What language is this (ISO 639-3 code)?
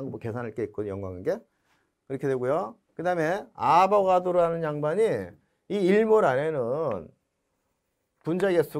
kor